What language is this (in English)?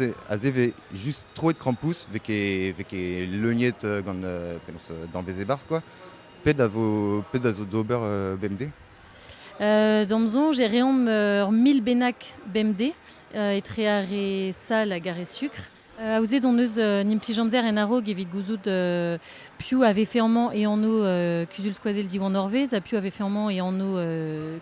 Breton